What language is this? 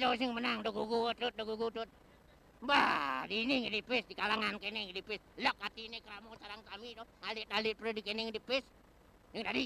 Balinese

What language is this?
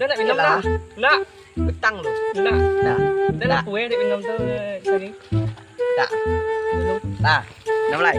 Minangkabau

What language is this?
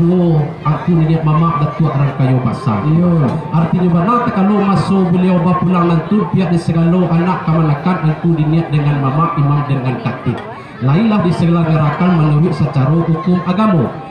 Minangkabau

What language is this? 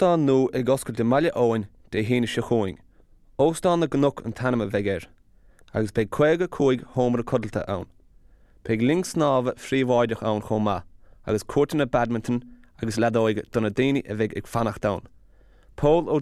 Irish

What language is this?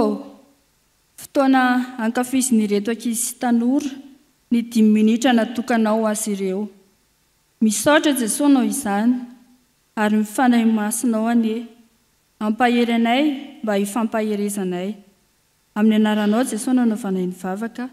Malagasy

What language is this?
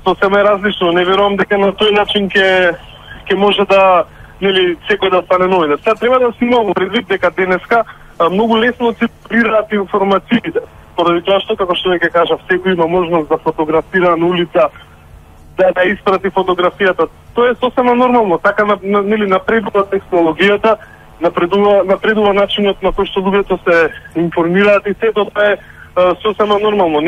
Macedonian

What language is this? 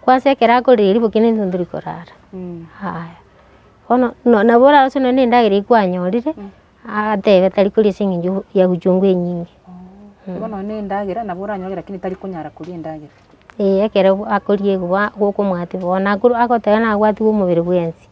Gusii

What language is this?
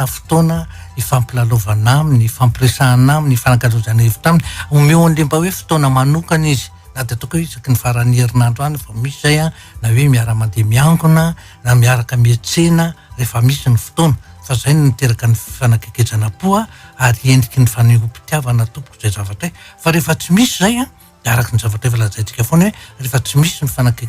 Malagasy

